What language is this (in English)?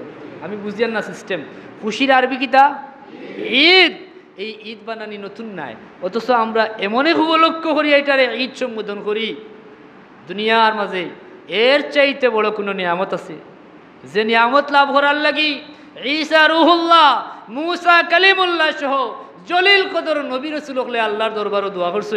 Sylheti